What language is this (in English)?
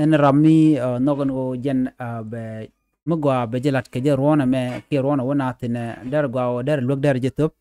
Nuer